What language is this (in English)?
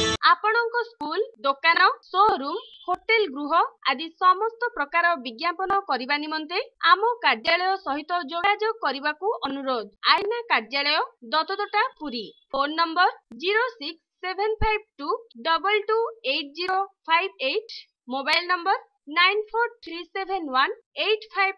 Odia